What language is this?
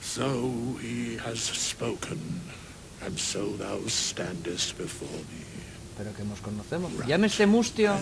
Asturian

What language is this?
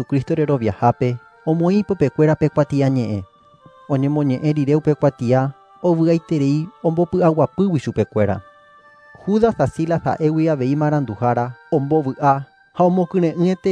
Guarani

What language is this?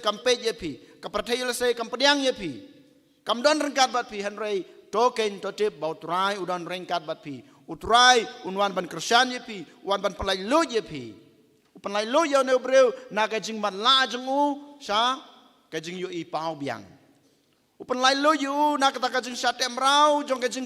Khasi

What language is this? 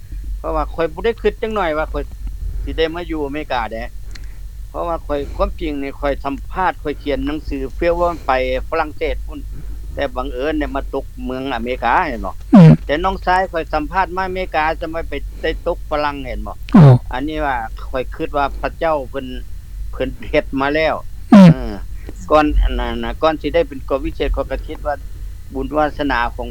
Lao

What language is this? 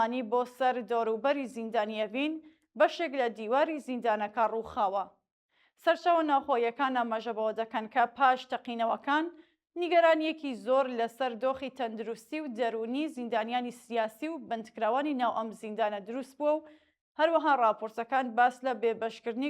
Central Kurdish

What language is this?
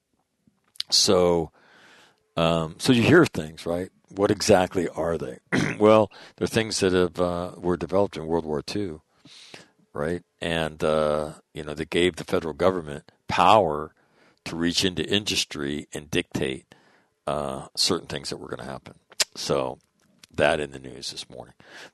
English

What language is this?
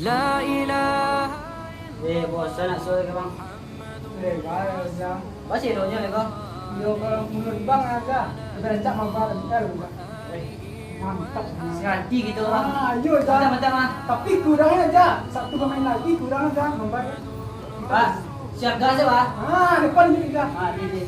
Minangkabau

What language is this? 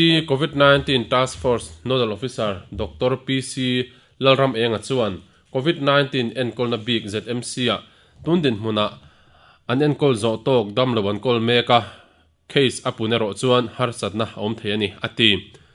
Mizo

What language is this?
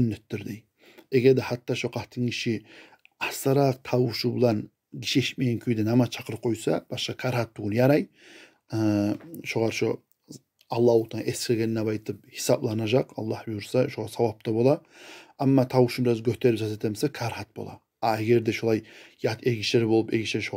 Kumyk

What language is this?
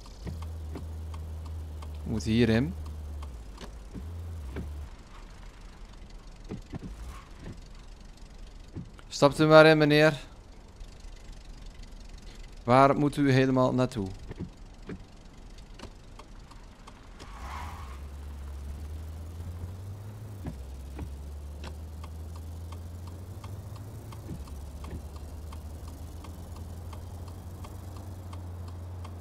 Dutch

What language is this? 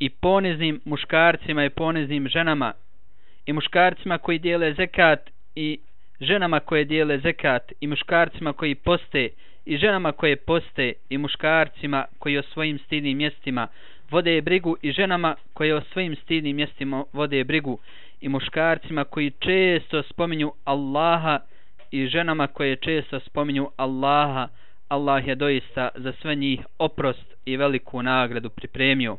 Bosnian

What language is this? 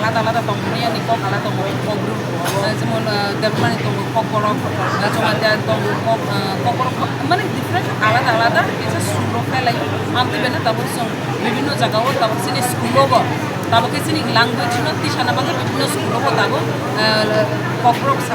Kok Borok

